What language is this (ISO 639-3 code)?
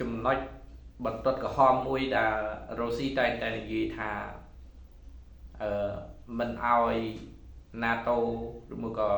khm